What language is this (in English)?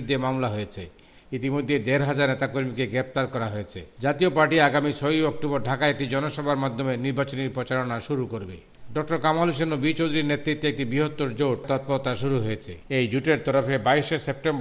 Bangla